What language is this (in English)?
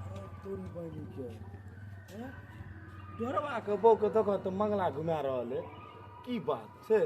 Maithili